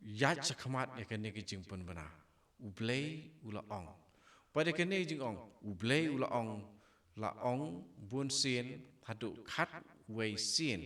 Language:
Khasi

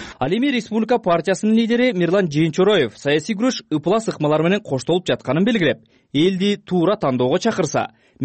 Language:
Kyrgyz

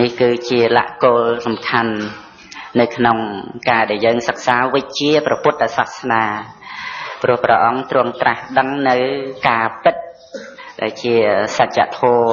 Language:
Khmer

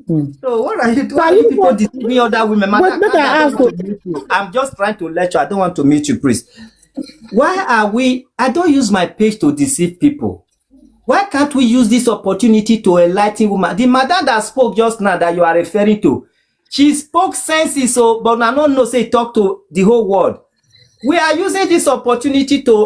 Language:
Nigerian Pidgin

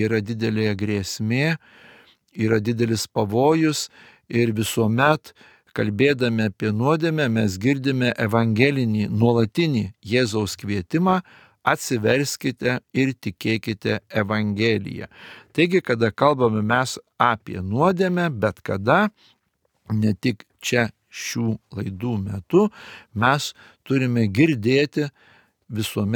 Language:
Lithuanian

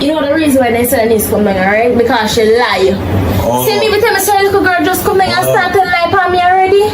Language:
Jamaican Creole English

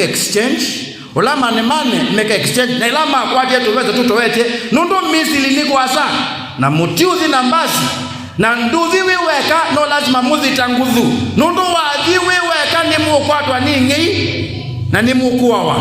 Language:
Kamba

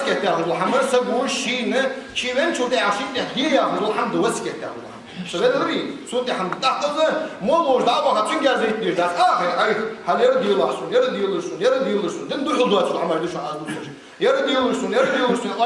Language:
Ingush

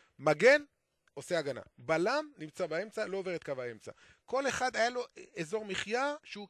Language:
Hebrew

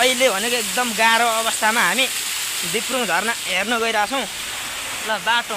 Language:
Nepali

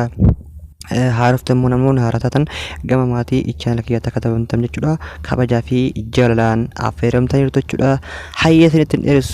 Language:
Oromo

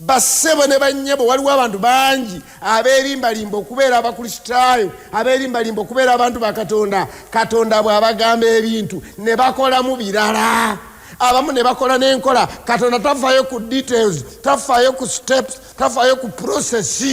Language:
Ganda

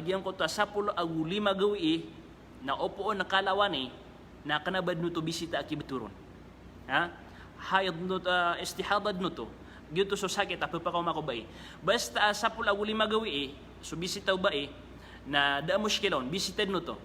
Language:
Maranao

